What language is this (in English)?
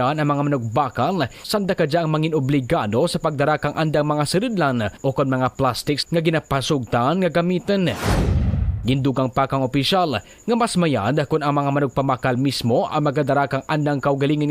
Kinaray-a